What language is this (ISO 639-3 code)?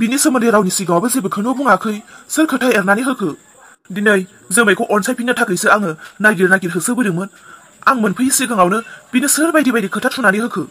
brx